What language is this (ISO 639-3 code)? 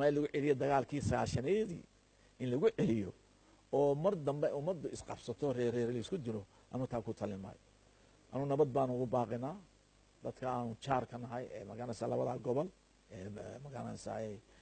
som